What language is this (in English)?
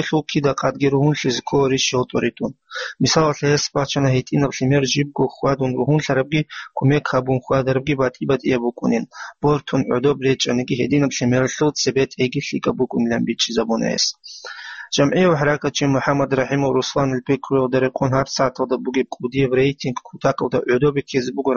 Avaric